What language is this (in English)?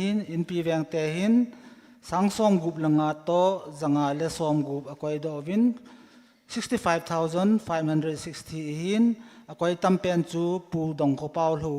Thado Chin